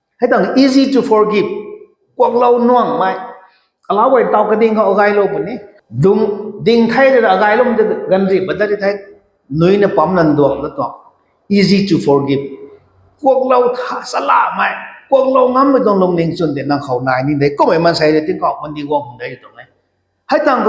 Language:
Rongmei Naga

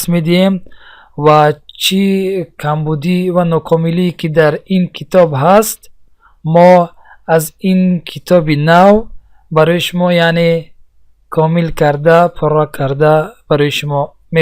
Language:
Tajik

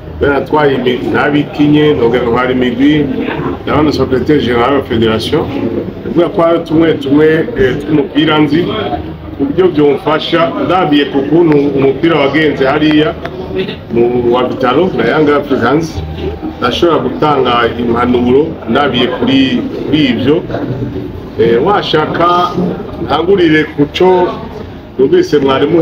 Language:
Rundi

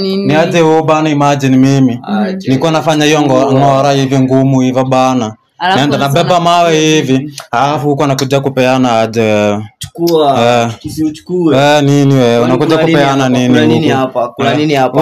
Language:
Swahili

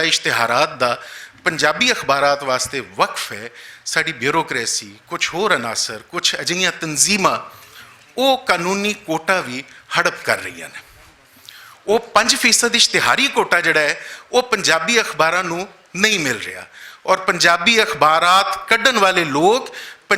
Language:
Western Panjabi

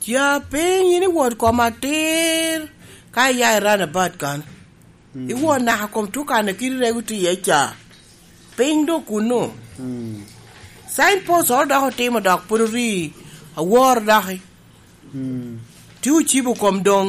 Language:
Lango (Uganda)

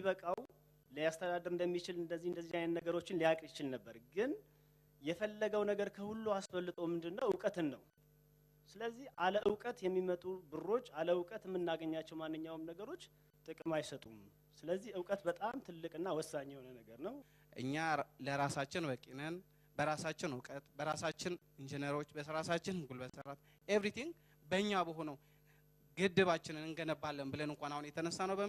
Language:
Amharic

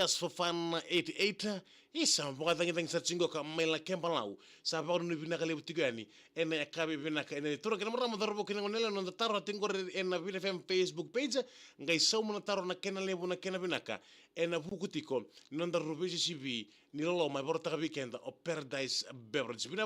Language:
Fijian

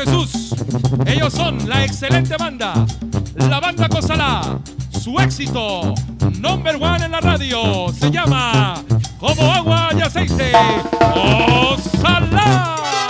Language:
Spanish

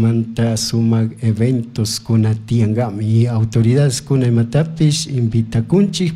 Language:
Chimborazo Highland Quichua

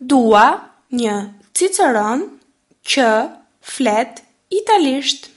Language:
Albanian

